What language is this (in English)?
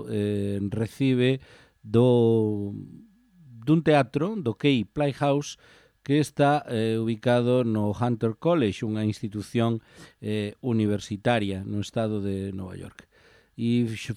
Galician